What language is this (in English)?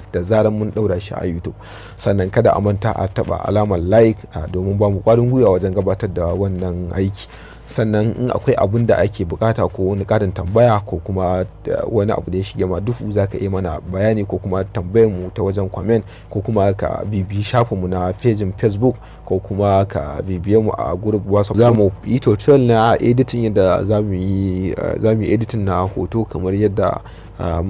Hausa